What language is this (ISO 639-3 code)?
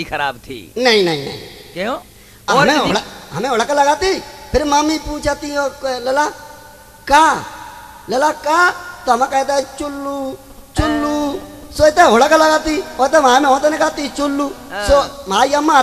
hin